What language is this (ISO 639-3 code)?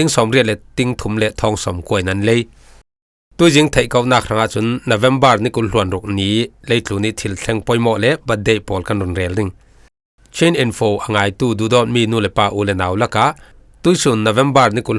cfm